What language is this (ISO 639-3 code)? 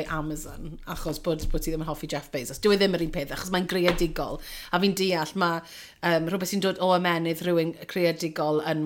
cym